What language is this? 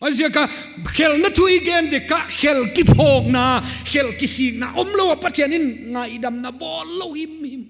Paite Chin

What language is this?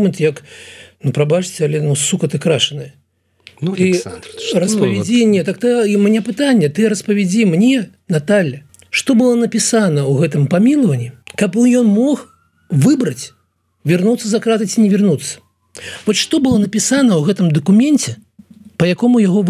Belarusian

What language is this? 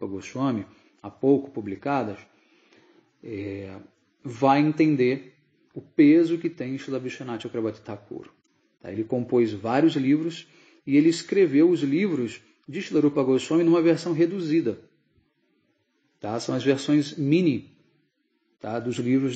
Portuguese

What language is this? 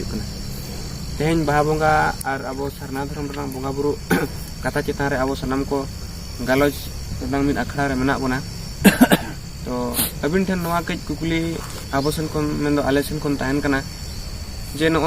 Santali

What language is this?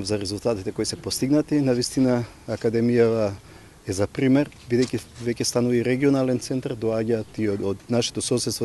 Macedonian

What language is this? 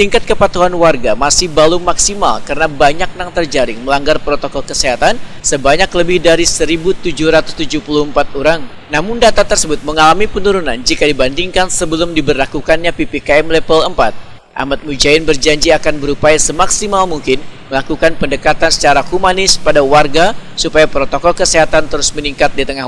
Banjar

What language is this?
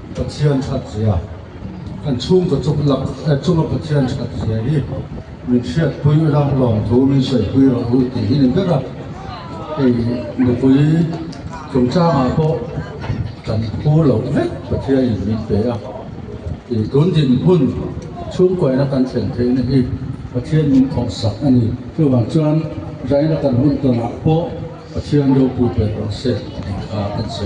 Mizo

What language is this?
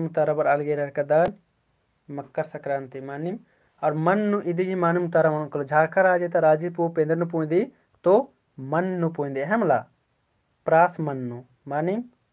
Kurukh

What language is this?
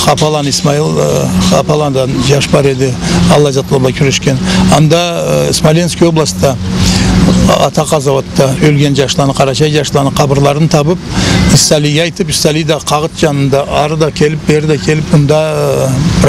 Karachay-Balkar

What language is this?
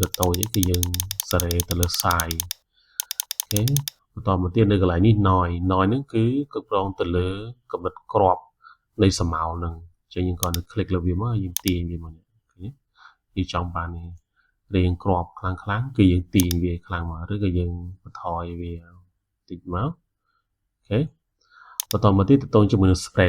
Khmer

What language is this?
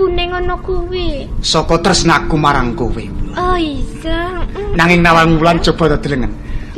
Javanese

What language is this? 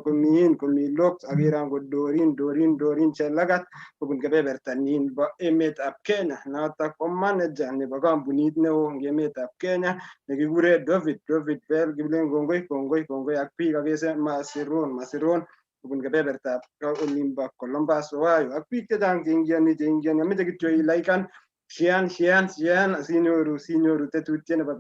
Kalenjin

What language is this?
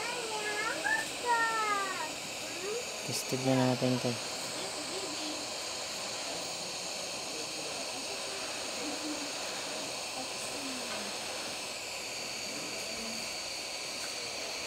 Filipino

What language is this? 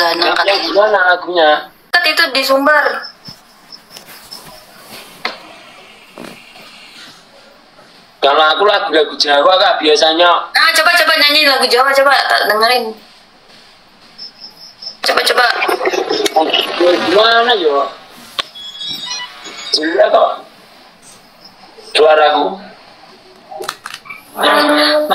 Indonesian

